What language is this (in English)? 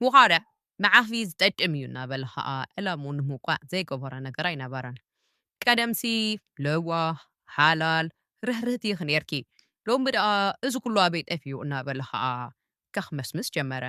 Tigrinya